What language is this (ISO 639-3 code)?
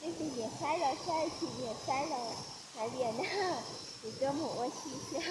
hmn